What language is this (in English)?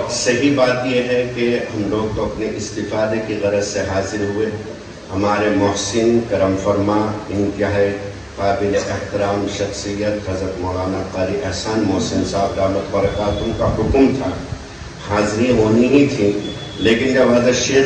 Urdu